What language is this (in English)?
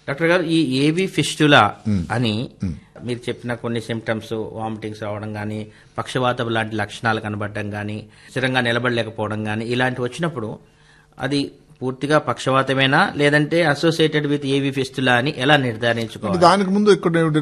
Telugu